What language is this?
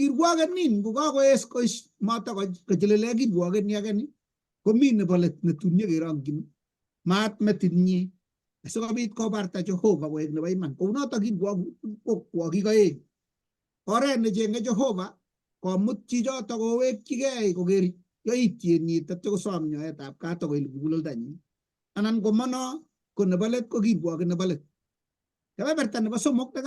Kalenjin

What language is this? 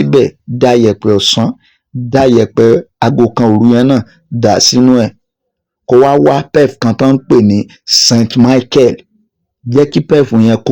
Yoruba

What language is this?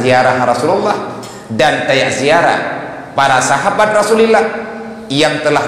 Achinese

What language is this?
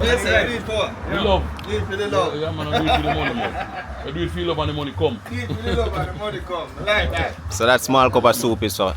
Jamaican Creole English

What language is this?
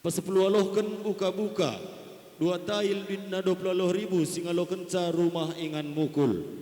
Batak Karo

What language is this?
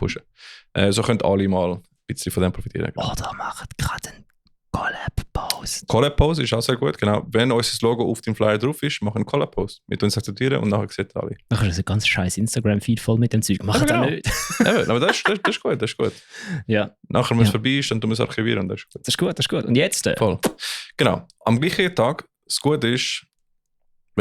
Swiss German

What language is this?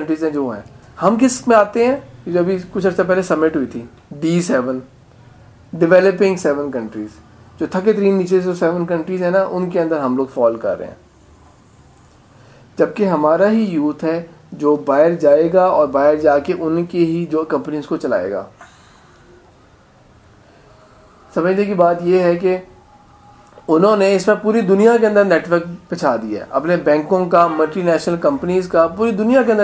Urdu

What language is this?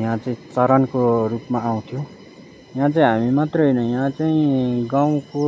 Nepali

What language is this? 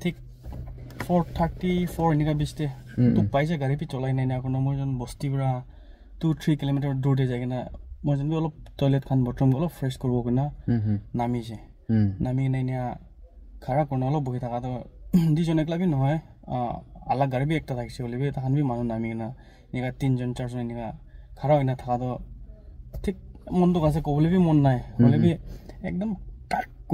Naga Pidgin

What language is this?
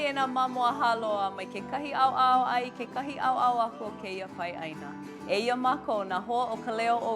Hawaiian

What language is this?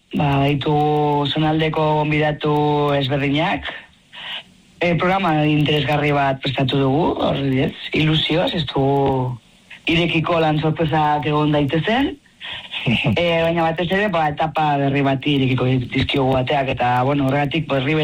Basque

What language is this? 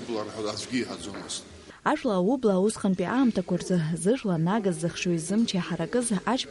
Abkhazian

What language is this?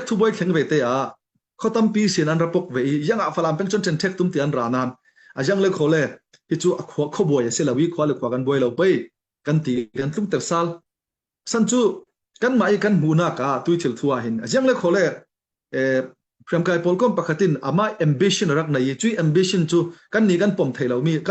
Falam Chin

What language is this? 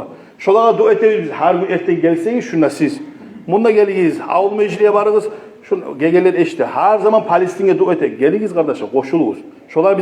Kumyk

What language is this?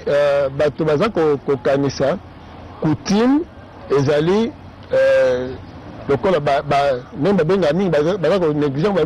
Lingala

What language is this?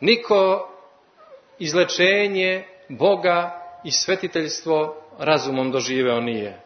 Serbian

